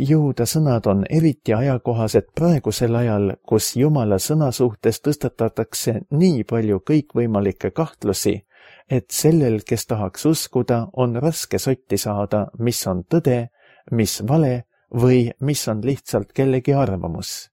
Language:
Estonian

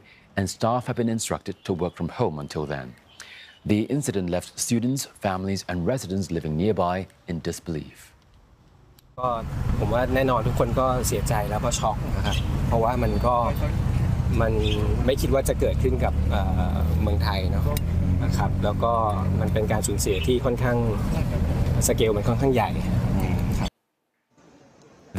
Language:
English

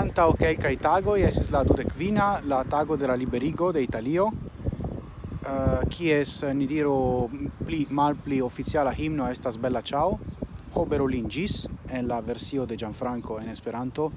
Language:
Esperanto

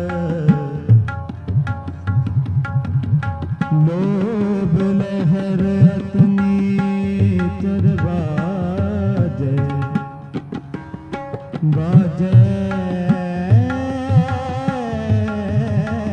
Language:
Hindi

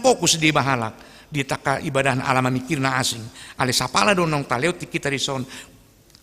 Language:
Batak Toba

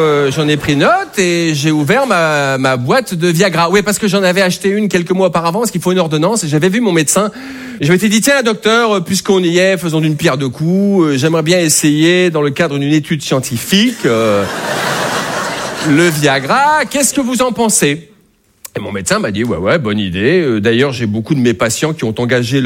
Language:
French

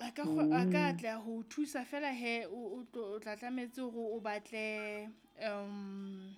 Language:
Southern Sotho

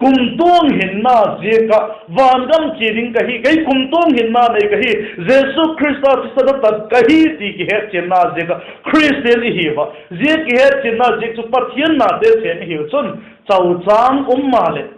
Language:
Vaiphei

